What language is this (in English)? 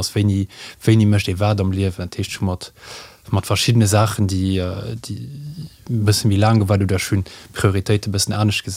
Luxembourgish